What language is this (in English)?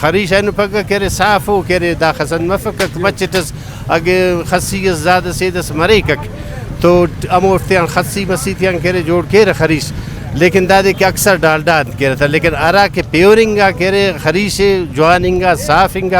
Brahui